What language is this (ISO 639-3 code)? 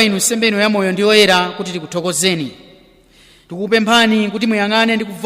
nya